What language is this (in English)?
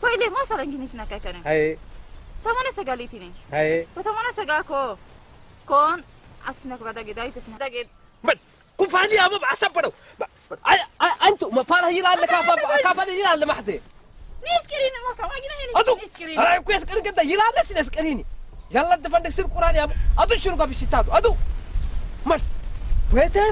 Saho